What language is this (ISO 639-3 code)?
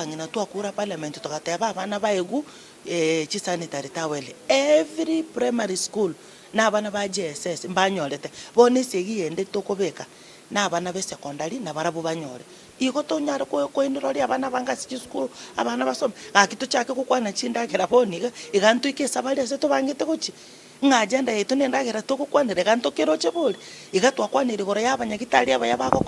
guz